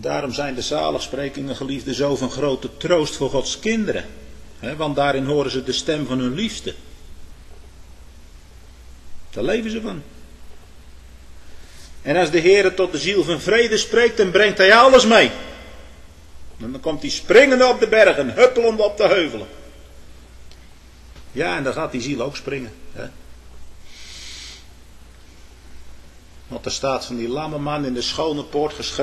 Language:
Dutch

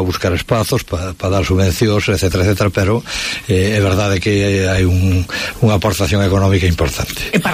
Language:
Galician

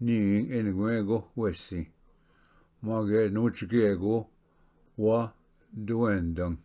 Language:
Ojibwa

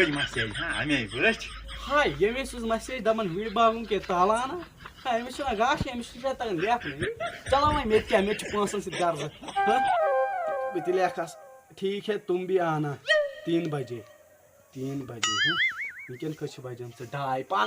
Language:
Kashmiri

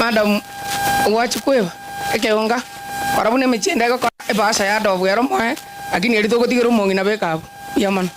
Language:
Gusii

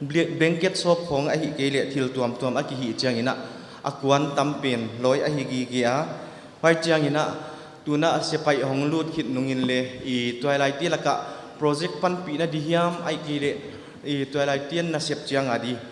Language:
Paite Chin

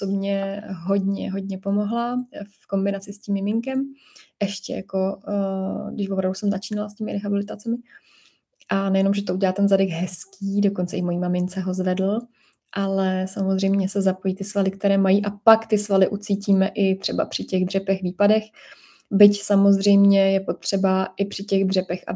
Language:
Czech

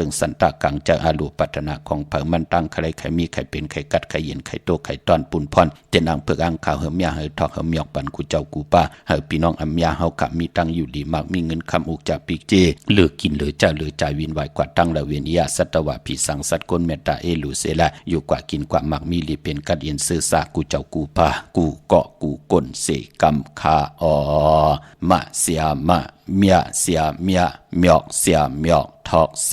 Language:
Shan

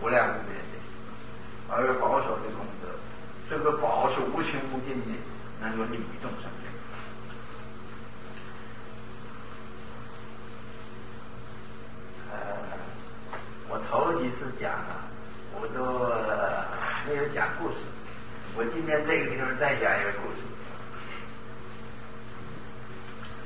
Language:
Chinese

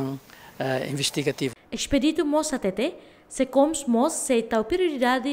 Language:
Tetum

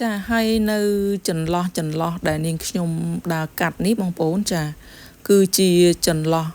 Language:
Khmer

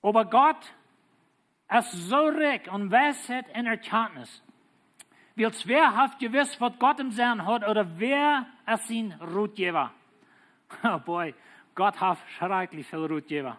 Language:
Plautdietsch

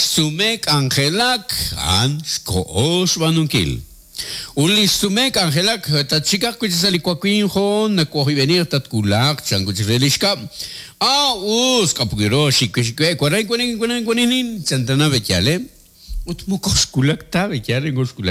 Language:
Kekchí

